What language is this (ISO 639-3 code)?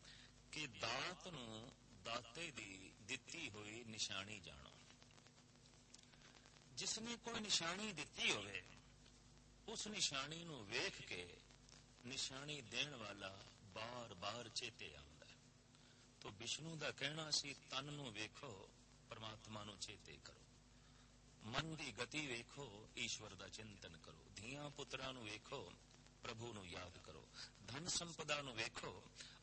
pan